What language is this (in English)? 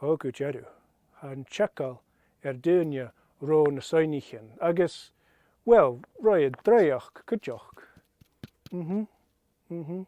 Scottish Gaelic